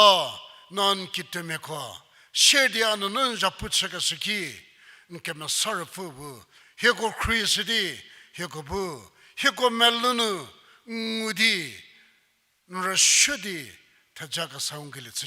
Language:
Angami Naga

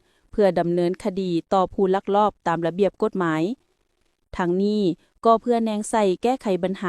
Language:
Lao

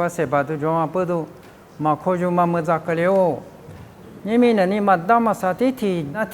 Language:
Lisu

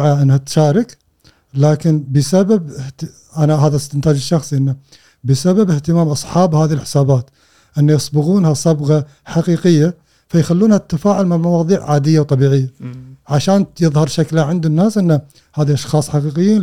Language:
Gulf Arabic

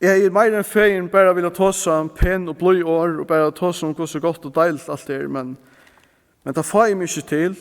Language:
Faroese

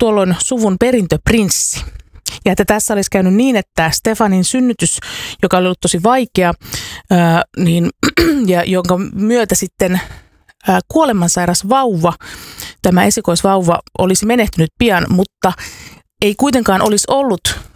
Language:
Finnish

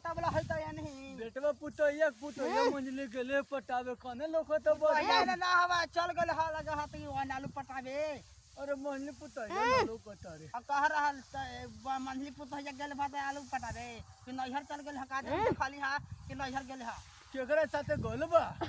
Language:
Magahi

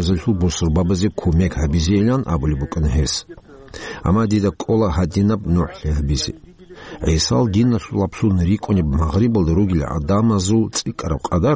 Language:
Avaric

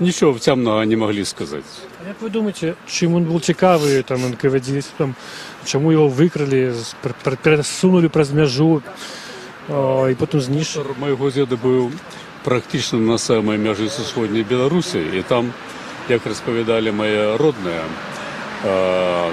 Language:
Belarusian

